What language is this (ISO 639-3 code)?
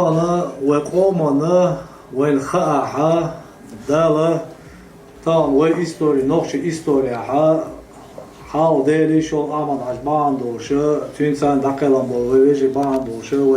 che